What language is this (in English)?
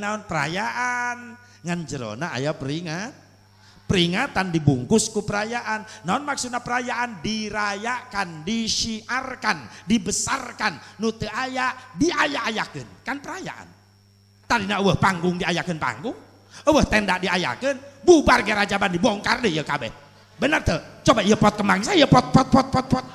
Sundanese